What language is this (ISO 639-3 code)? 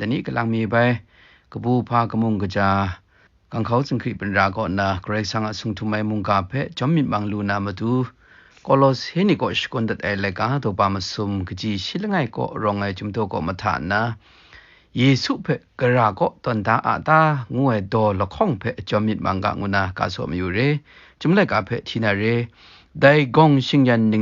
kac